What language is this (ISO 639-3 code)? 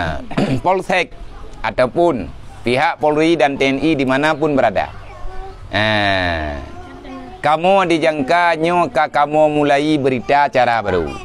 ace